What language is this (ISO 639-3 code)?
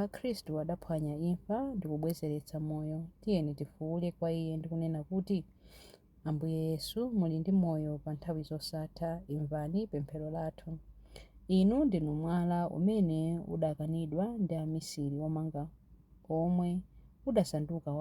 nya